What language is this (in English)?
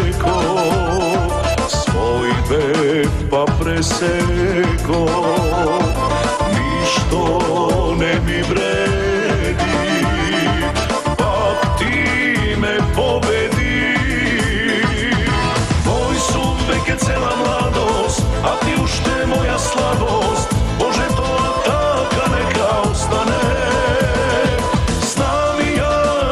Macedonian